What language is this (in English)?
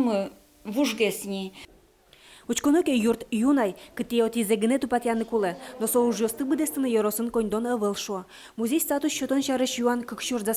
Udmurt